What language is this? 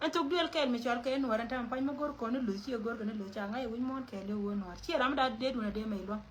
Nuer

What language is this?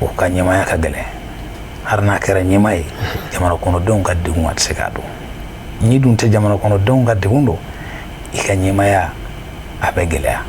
Bambara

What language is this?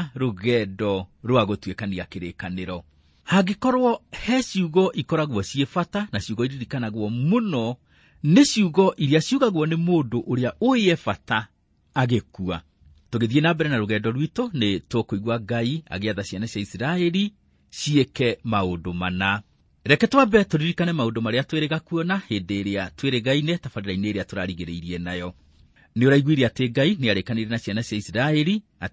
Kikuyu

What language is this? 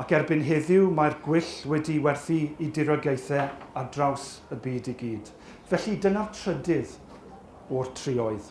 Welsh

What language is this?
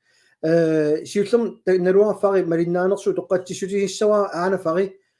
Kalaallisut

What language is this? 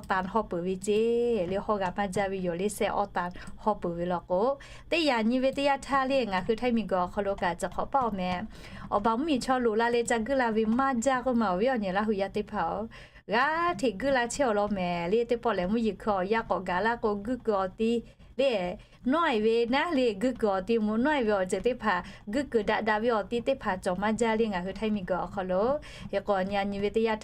Lahu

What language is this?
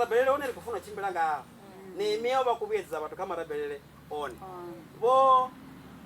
Venda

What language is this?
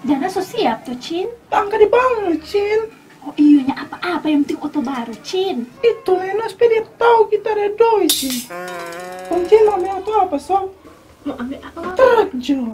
Manado Malay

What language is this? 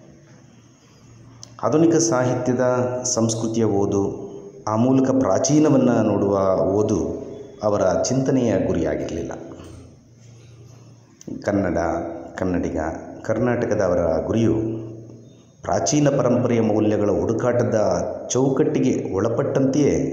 Kannada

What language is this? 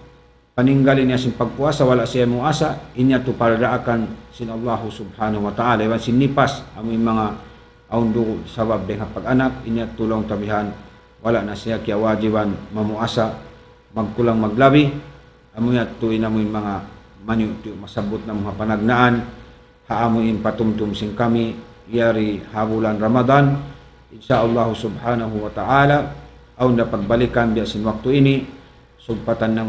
Tausug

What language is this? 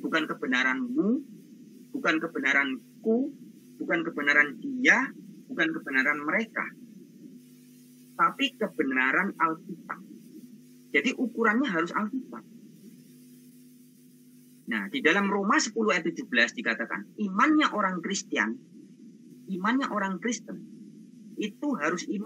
Indonesian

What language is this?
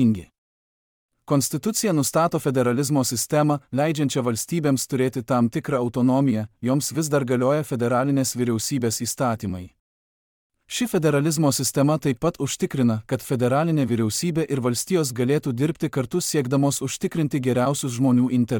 Lithuanian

